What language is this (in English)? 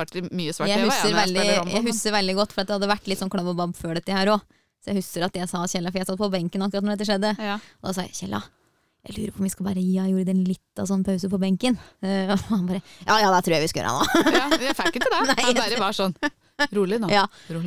Norwegian